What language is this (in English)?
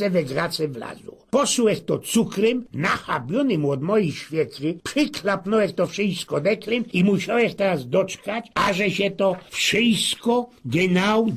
Silesian